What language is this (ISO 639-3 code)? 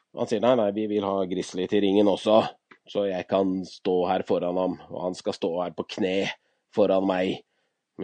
nor